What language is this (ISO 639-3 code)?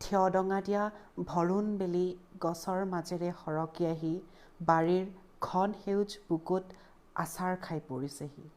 asm